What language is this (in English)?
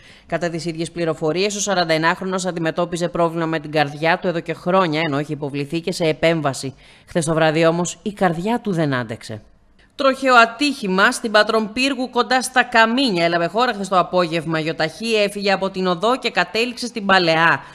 Greek